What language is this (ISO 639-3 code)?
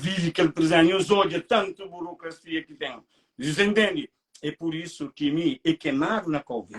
kea